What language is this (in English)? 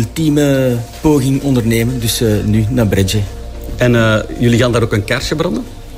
Dutch